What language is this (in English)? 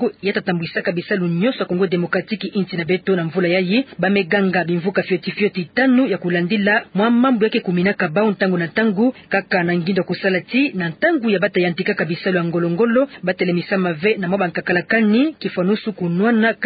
Kituba (Democratic Republic of Congo)